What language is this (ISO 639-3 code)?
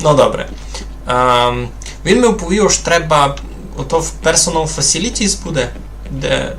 rue